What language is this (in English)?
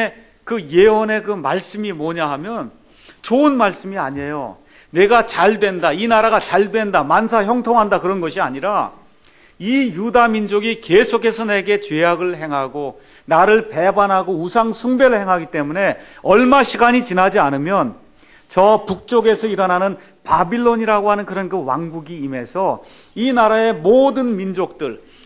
Korean